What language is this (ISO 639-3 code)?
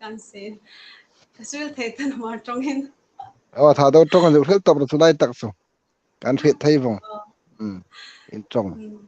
hmr